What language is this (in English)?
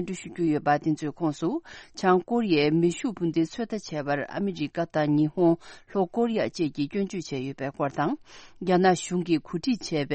Tibetan